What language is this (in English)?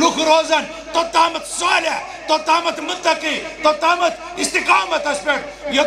Kashmiri